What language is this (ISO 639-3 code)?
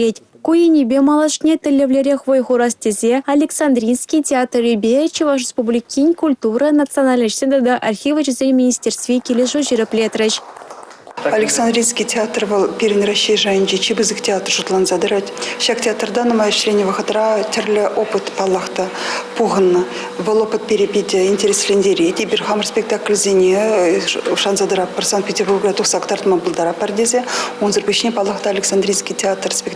chv